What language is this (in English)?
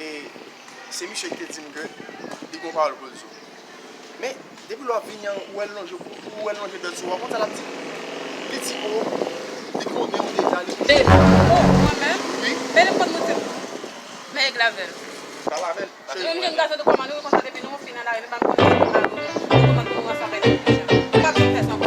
Haitian Creole